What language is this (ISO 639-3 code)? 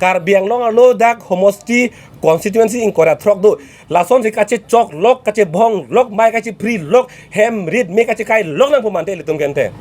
mjw